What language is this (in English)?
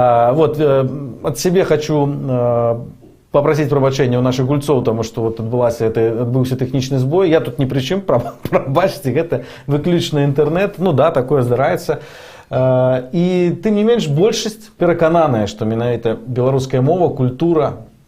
Belarusian